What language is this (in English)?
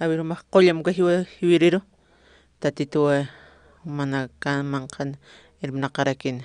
Aymara